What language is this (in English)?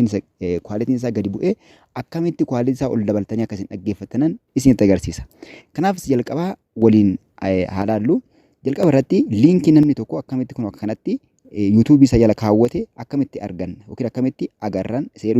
Oromo